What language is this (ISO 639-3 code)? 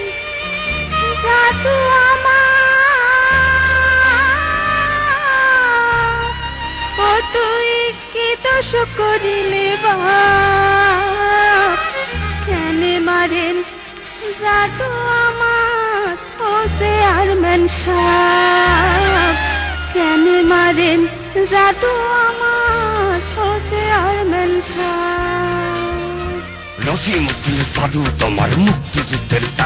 ben